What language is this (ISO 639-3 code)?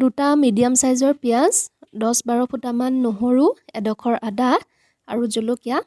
asm